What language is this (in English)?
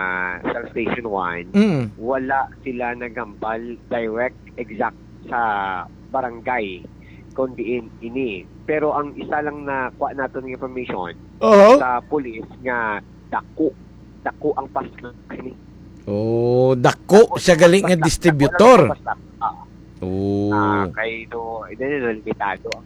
Hiligaynon